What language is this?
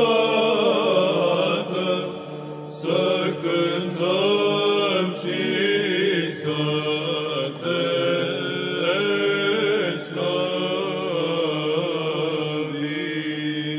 Romanian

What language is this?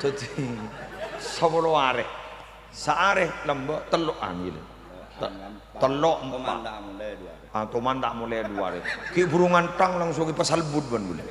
Madurese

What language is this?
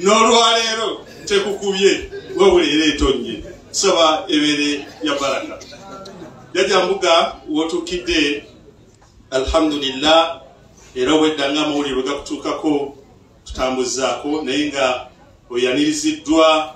Ganda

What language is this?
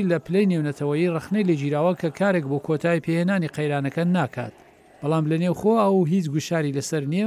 Central Kurdish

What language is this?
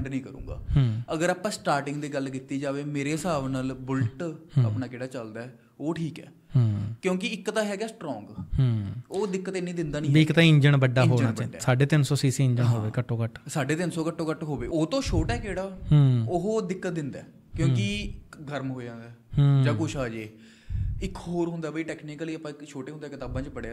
Punjabi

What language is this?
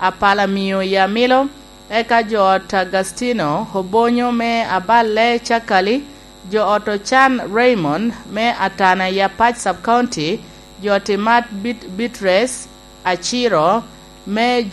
Lango (Uganda)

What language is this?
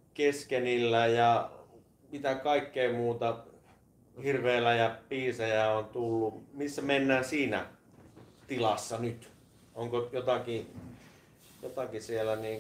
Finnish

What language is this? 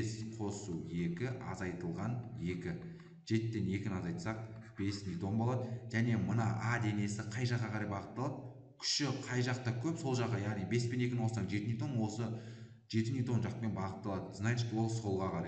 Kazakh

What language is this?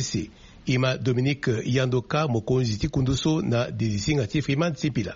Sango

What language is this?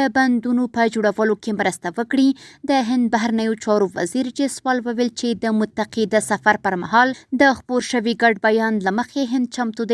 Pashto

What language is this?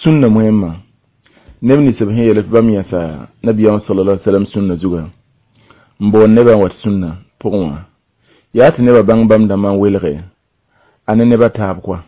Mossi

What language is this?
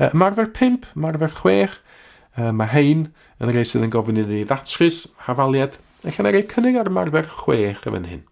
Welsh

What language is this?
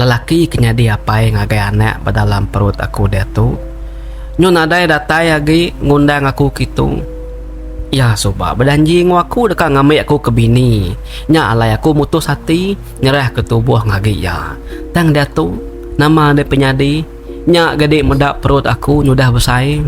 Iban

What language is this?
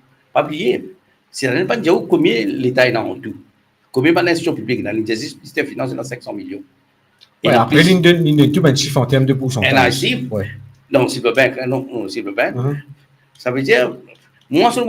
Morisyen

